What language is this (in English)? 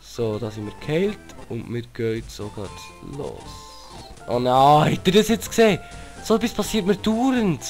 Swiss German